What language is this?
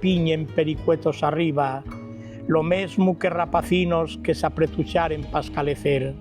Asturian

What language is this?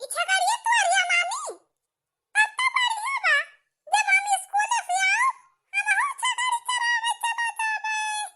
Awadhi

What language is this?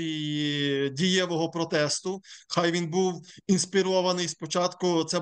Ukrainian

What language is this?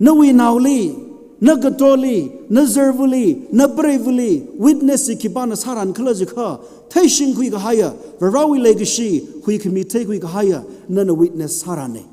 Tangkhul Naga (India)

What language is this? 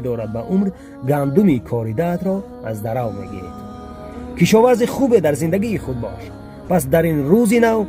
Tajik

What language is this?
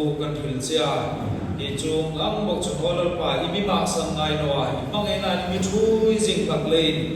Hmar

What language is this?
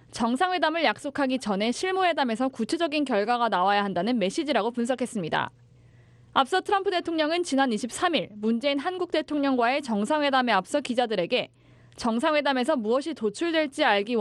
Korean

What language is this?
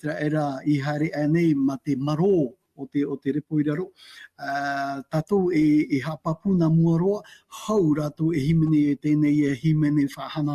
Tahitian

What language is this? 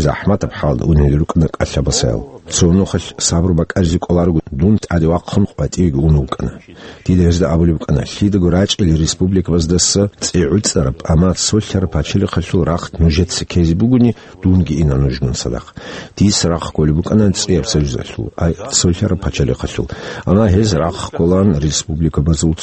Avaric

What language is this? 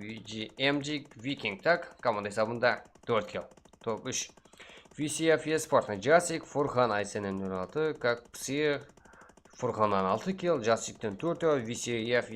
Kara-Kalpak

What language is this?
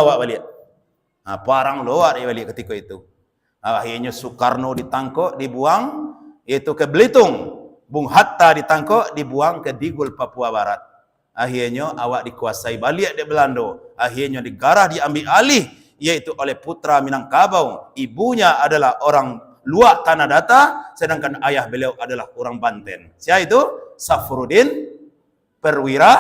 Minangkabau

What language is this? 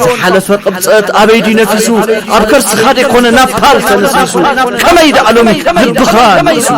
Tigrinya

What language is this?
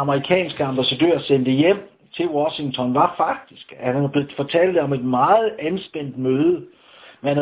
Danish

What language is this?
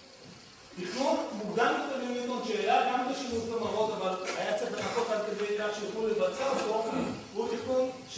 Hebrew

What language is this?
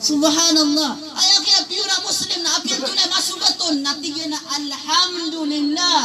Maranao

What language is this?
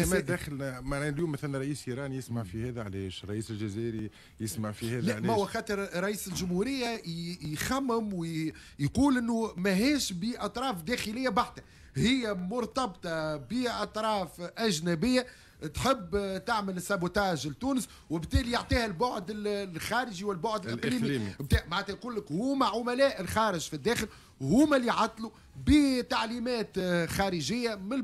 Tunisian Arabic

